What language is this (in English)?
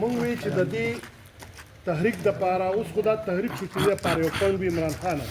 Pashto